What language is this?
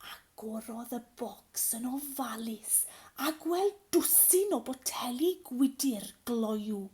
Welsh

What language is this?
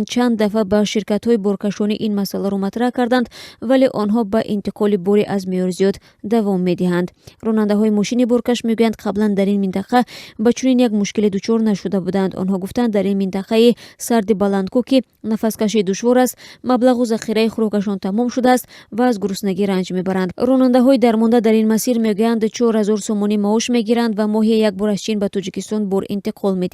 Tajik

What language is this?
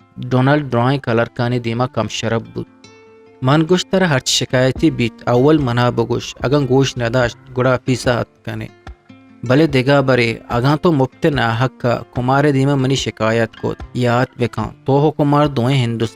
Eastern Balochi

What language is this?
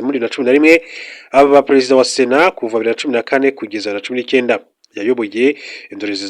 Kinyarwanda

